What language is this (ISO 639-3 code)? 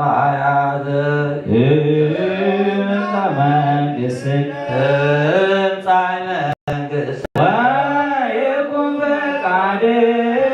gez